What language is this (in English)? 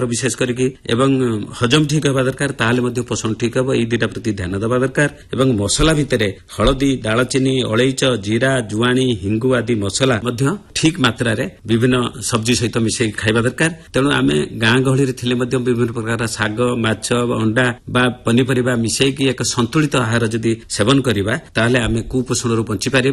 Odia